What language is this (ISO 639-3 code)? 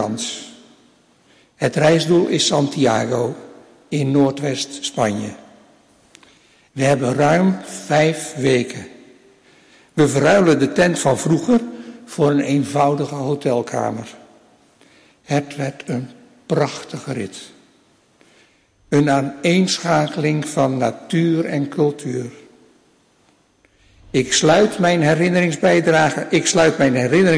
nld